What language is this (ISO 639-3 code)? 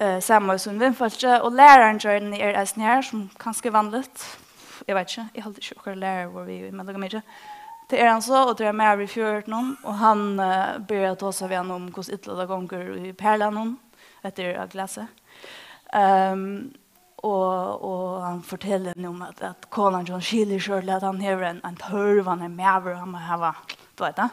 fao